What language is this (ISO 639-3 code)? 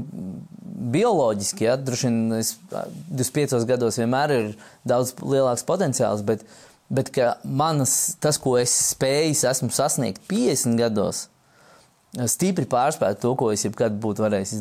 lav